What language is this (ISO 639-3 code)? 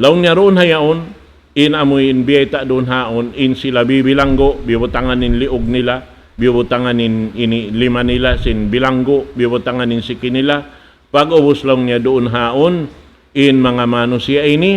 tsg